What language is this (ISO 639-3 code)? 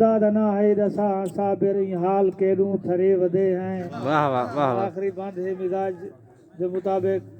skr